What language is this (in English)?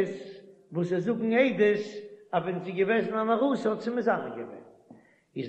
Yiddish